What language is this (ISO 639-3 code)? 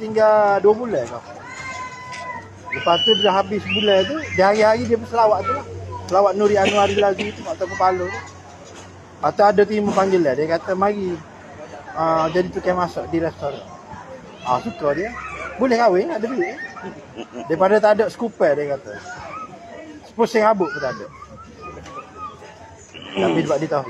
msa